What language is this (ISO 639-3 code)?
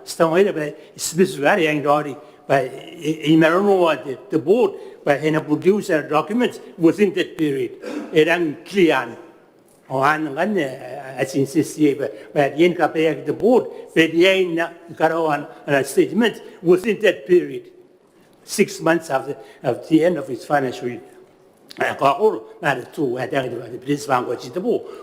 gil